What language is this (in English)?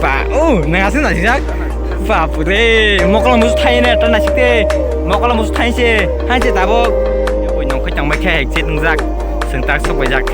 Kok Borok